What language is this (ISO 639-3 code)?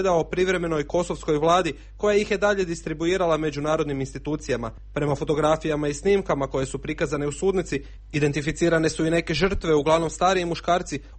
hrv